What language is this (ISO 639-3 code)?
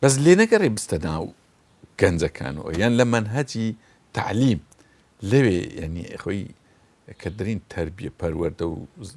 ckb